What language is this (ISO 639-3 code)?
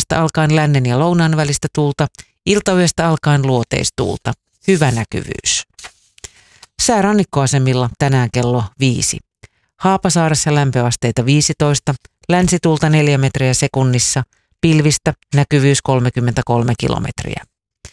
fin